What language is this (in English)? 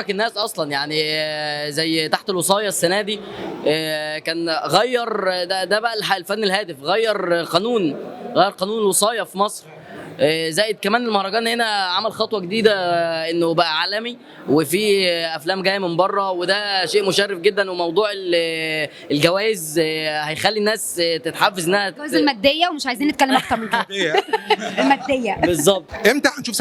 Egyptian Arabic